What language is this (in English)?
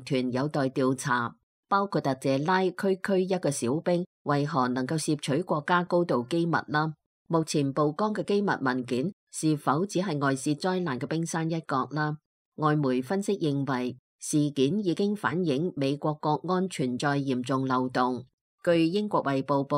Cantonese